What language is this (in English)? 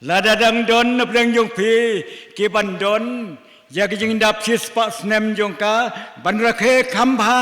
Khasi